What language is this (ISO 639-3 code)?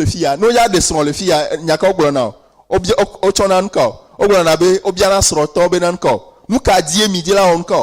ewe